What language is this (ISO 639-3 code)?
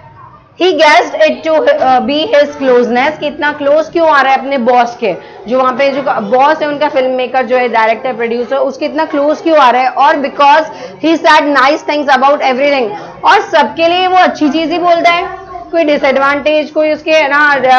hin